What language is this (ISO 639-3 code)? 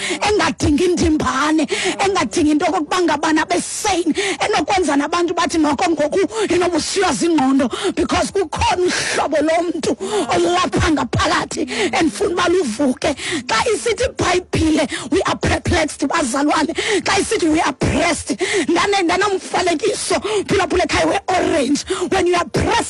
xho